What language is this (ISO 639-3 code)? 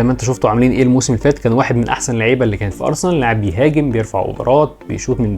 arz